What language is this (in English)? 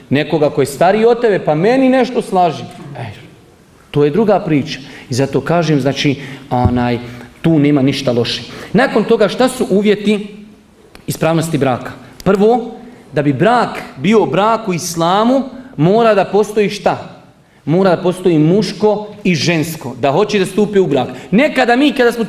Bosnian